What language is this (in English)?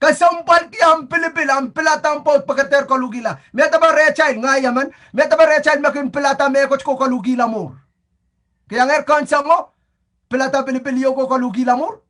Pohnpeian